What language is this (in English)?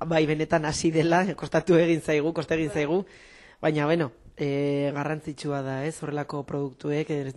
Basque